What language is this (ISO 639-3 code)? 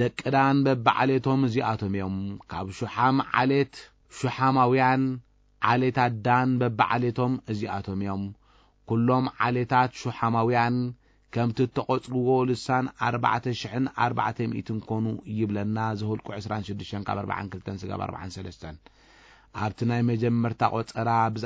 tir